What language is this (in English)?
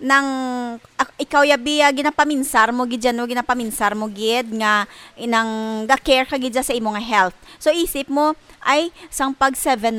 Hiligaynon